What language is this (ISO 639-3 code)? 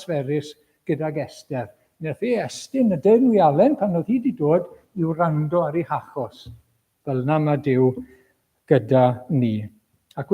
cym